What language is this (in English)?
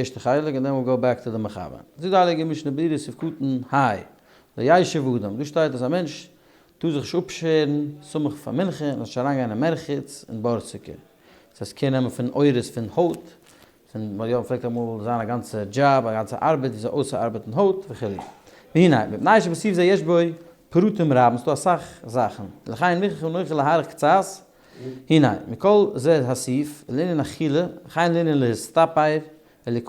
Yiddish